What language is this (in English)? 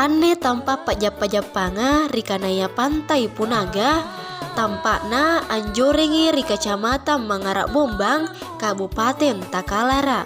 Makasar